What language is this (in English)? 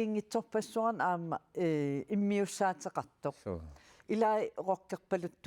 Kalaallisut